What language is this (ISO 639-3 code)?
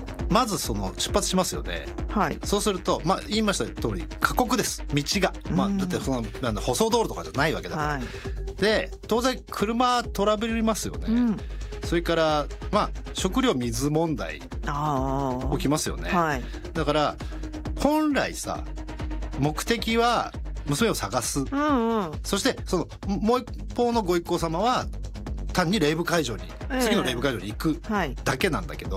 jpn